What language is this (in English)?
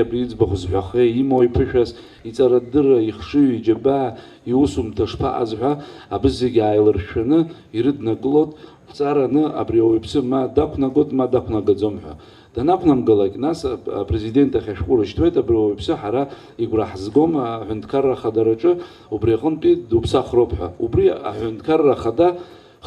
Abkhazian